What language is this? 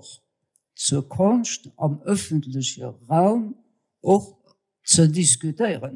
Luxembourgish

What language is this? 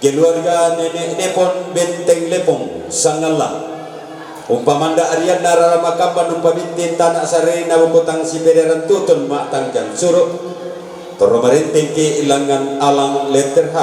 Toraja-Sa'dan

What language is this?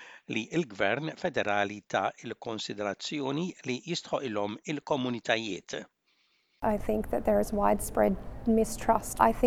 Maltese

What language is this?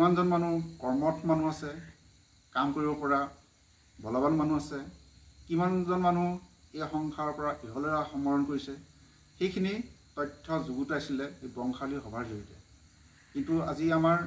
Assamese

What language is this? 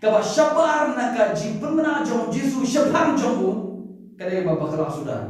Khasi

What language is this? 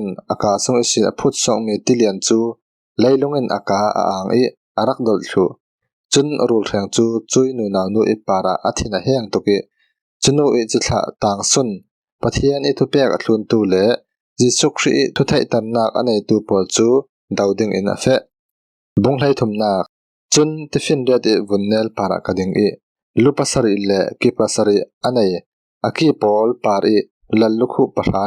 Falam Chin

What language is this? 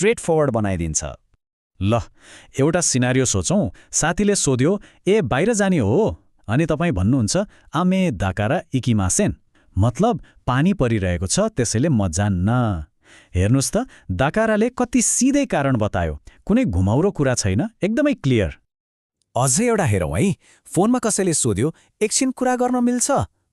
Nepali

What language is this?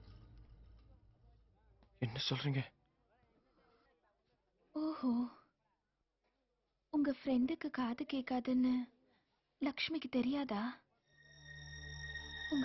Tamil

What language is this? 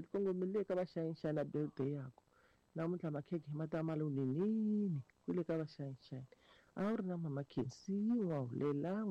Tsonga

